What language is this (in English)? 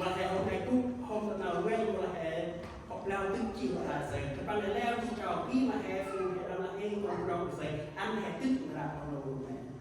Central Mnong